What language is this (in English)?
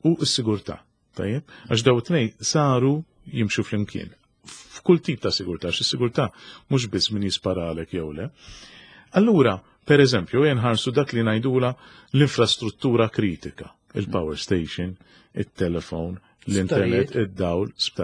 Maltese